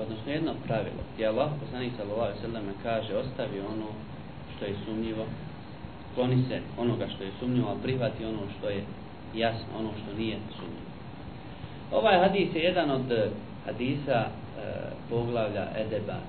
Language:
Bosnian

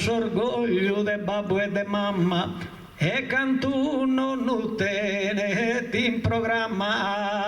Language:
Sardinian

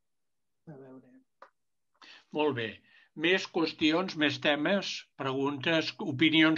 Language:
Catalan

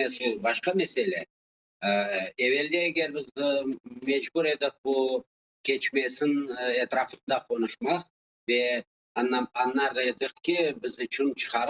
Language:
Crimean Tatar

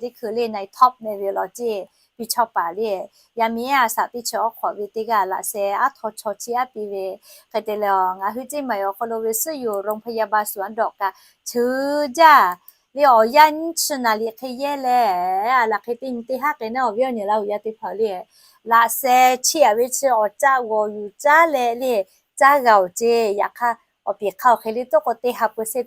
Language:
Lahu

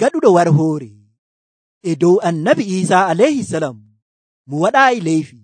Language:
Nigerian Fulfulde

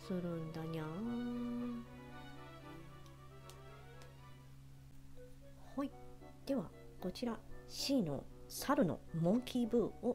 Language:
Japanese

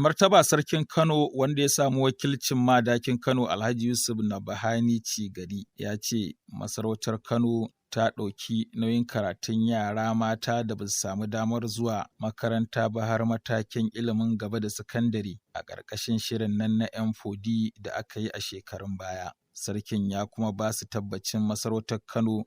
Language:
Hausa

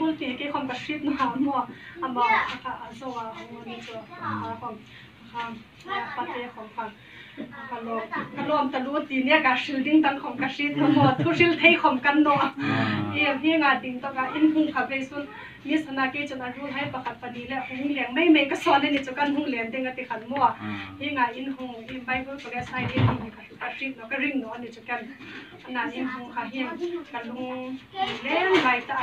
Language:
Hmar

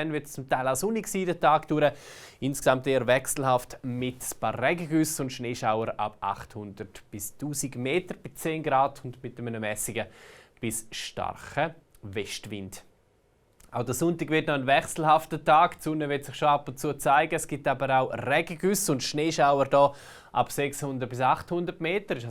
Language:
Swiss German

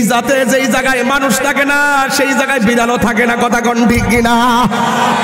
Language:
Bangla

